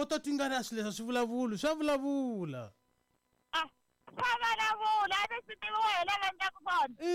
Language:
Tsonga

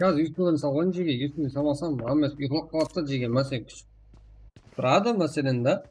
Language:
Kara-Kalpak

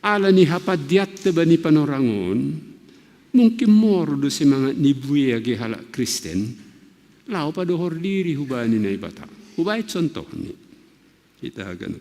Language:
Batak Simalungun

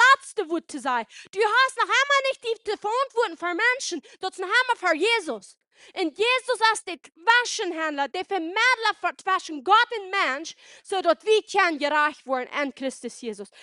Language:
Plautdietsch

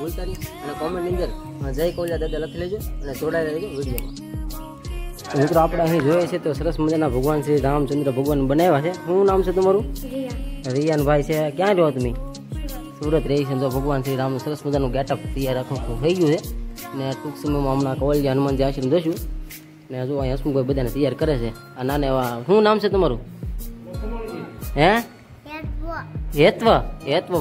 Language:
Gujarati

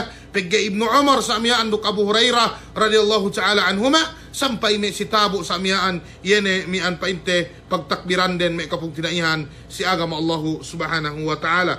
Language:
Yakan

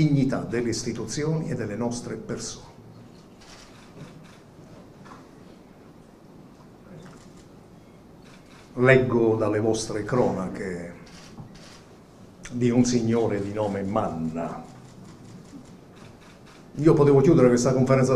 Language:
Italian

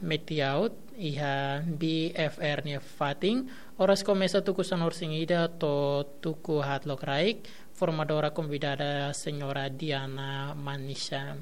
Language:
Tetum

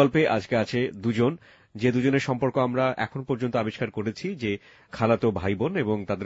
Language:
Bangla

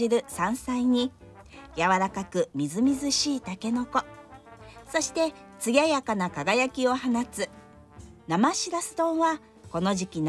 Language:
Japanese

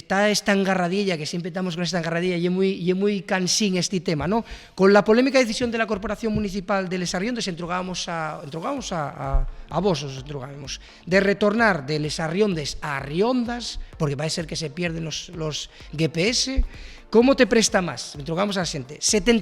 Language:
Asturian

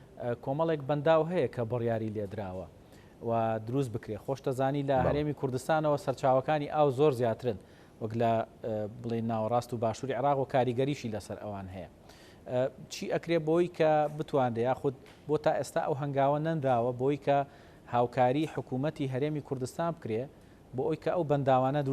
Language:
Central Kurdish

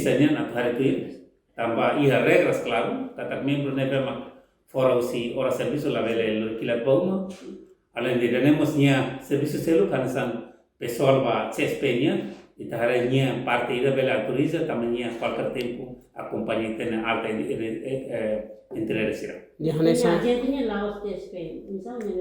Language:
Tetum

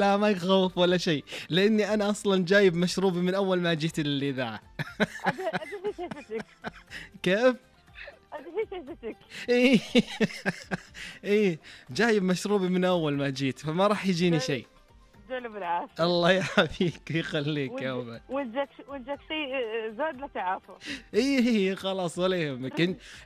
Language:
Najdi Arabic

